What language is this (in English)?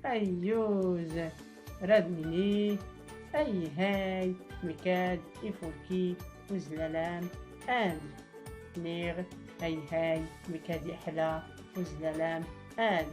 Tachelhit